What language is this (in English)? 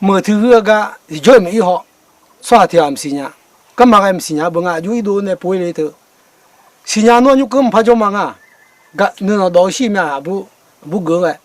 Akha